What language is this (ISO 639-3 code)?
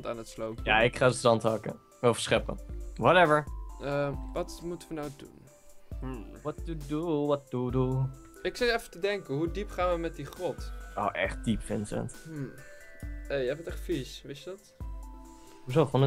nld